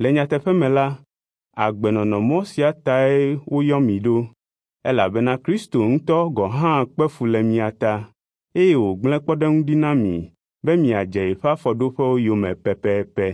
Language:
Ewe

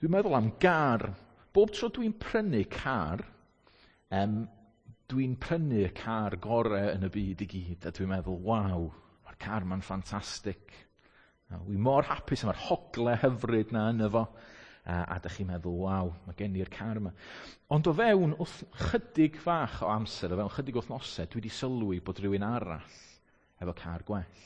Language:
Welsh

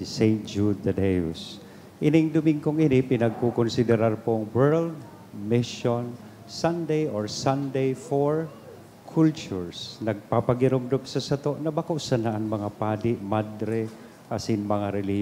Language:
Bikol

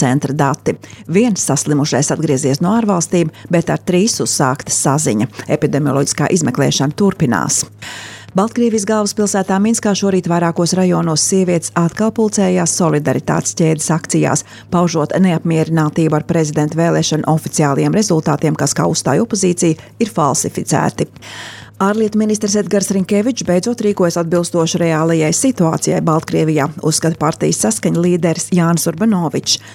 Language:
Latvian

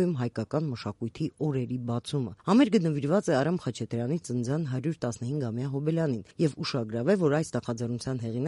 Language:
Armenian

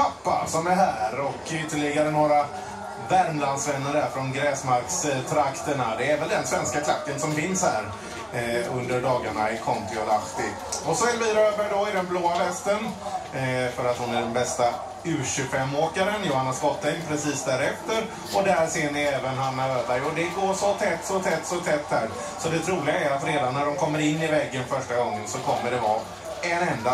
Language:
Swedish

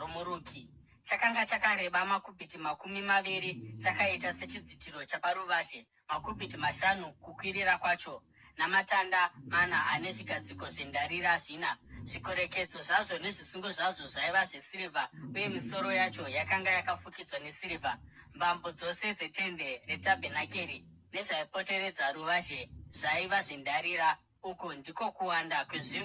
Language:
Shona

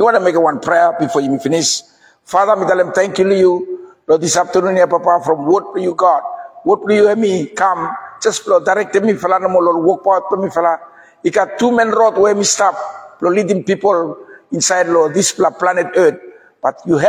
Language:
Bislama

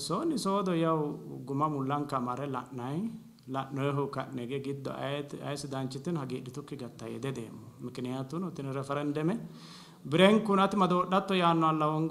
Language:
Sidamo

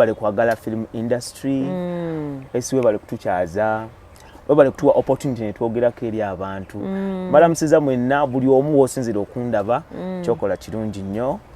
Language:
Ganda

